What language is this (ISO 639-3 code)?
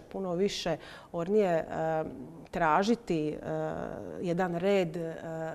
hrv